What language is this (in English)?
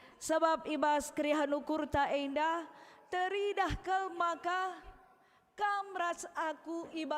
Batak Karo